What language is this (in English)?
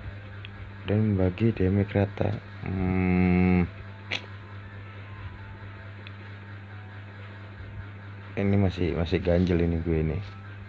Indonesian